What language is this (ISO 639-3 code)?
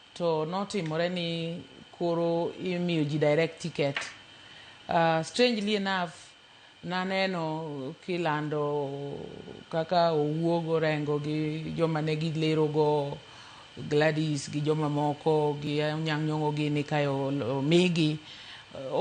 luo